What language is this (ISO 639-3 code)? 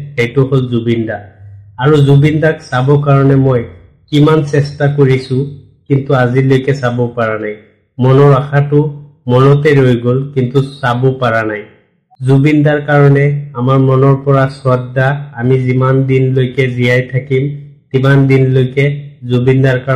asm